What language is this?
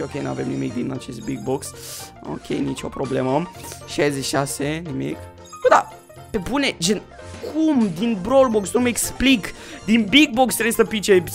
Romanian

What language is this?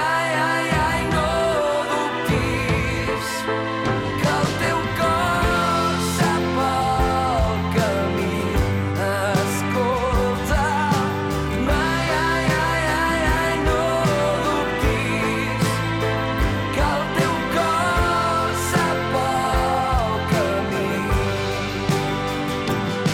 Catalan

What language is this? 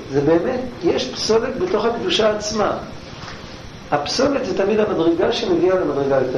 Hebrew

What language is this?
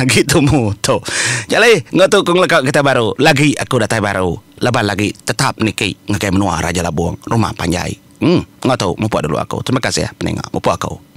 Iban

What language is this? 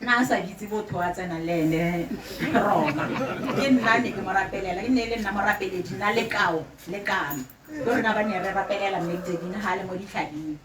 Tswana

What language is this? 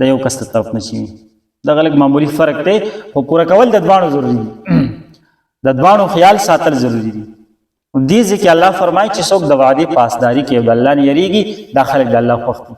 Pashto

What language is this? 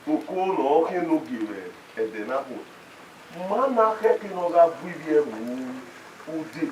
Bini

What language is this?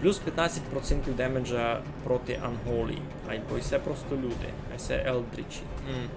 Rusyn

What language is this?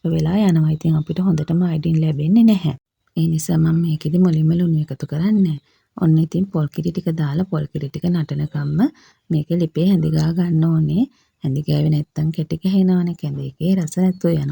Sinhala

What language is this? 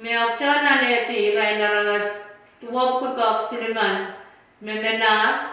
Pohnpeian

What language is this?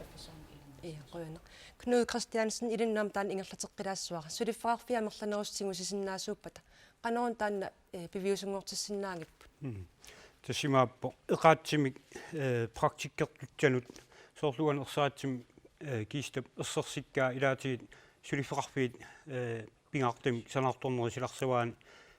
Kalaallisut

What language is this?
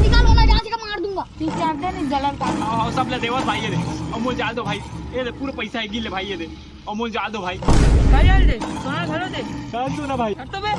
Chhattisgarhi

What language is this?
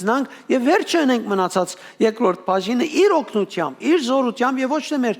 Western Armenian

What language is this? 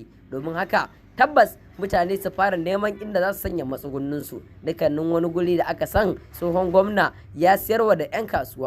Hausa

